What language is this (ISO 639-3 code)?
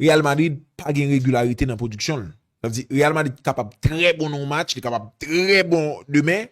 hat